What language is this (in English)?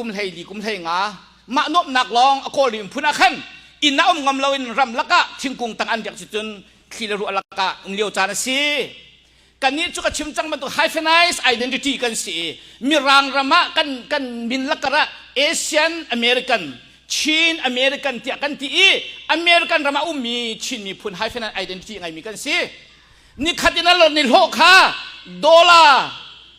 Hakha Chin